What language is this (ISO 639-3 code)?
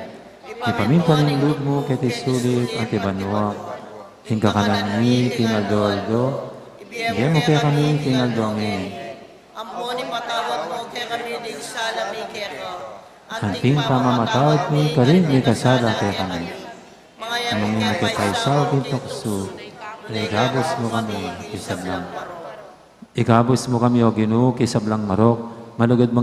pam